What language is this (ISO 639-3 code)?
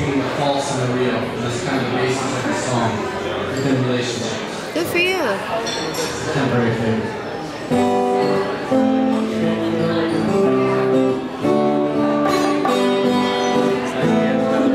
eng